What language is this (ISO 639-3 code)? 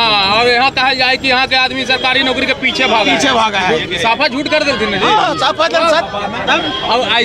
mag